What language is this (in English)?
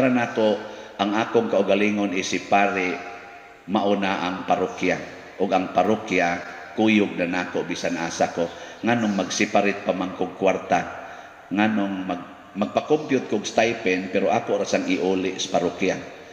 Cebuano